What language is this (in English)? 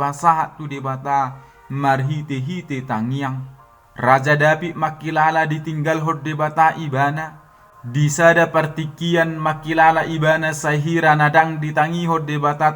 Batak Toba